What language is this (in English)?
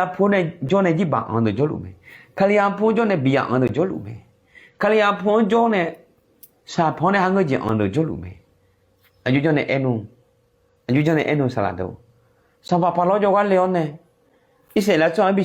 Akha